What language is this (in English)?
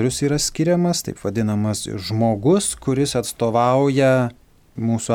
Lithuanian